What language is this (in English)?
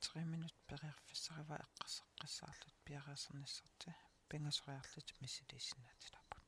Kalaallisut